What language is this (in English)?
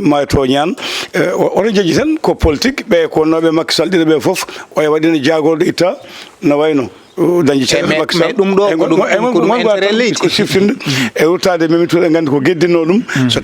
Fula